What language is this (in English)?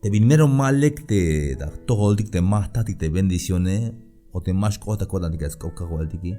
Tzeltal